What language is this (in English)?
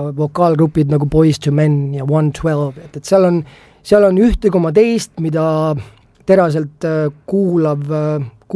Estonian